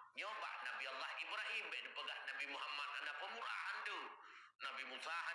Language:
Achinese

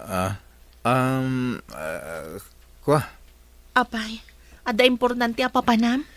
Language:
Iloko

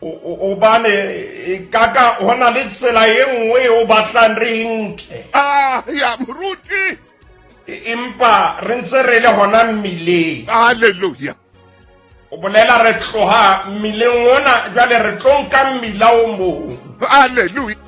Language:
Southern Sotho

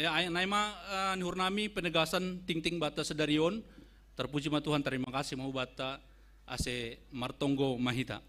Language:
Batak Simalungun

